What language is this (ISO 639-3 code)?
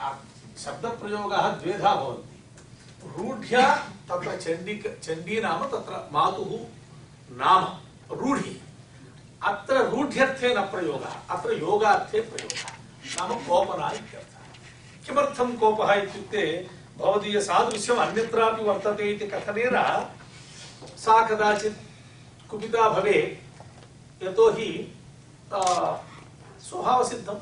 san